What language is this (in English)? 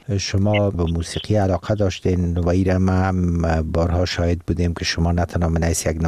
Persian